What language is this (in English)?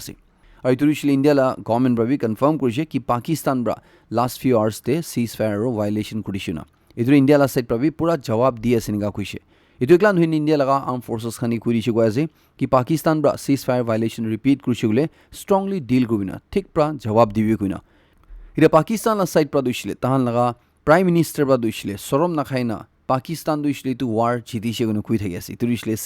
Naga Pidgin